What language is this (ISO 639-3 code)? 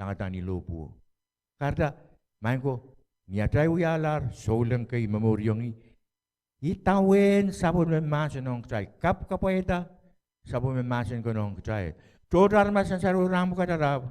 pon